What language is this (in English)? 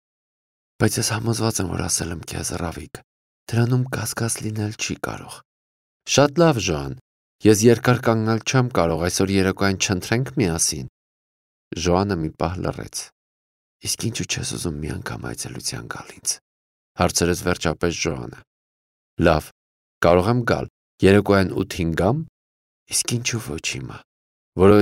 Armenian